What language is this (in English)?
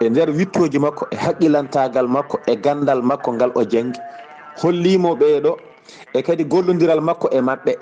Fula